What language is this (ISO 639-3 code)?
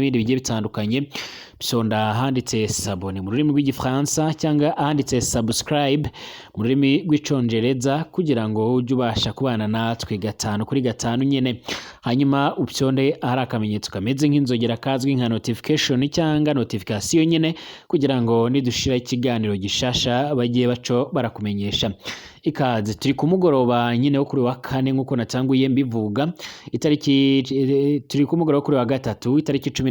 run